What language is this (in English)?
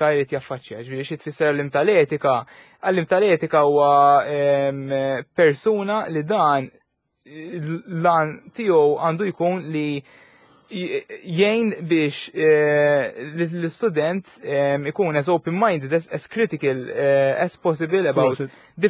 Maltese